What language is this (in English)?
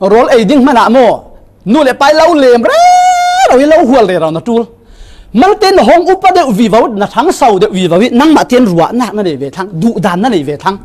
Falam Chin